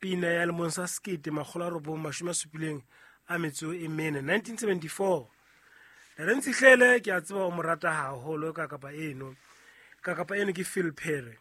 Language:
Southern Sotho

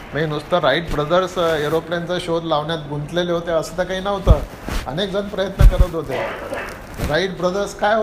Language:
Marathi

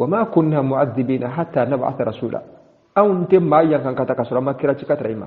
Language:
Bambara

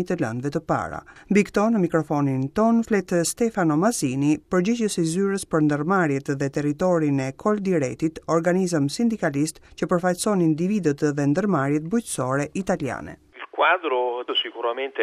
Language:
Albanian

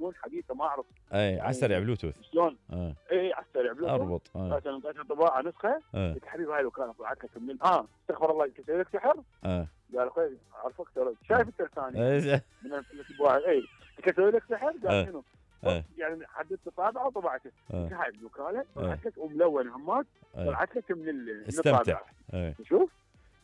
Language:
Mesopotamian Arabic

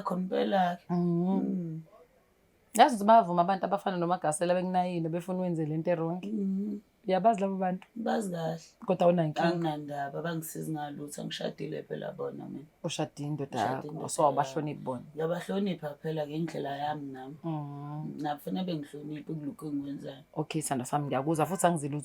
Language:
Zulu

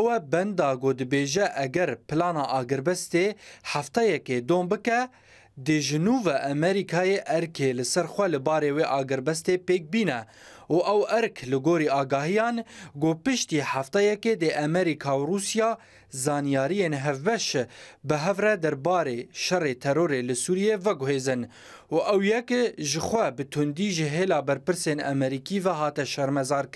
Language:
Kurdish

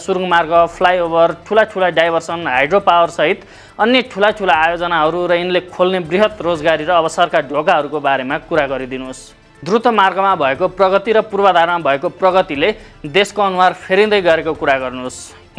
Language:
Nepali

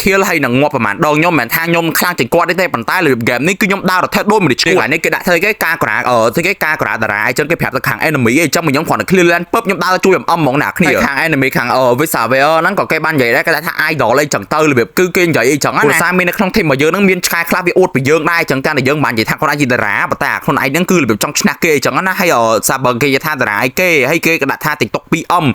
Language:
Khmer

